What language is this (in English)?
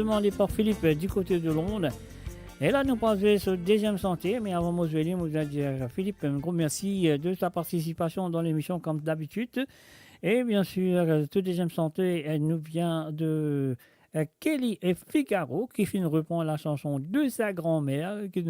Morisyen